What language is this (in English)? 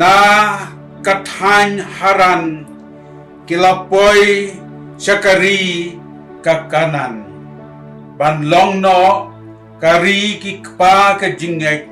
Khasi